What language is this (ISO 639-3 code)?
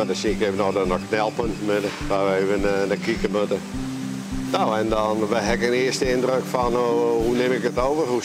fry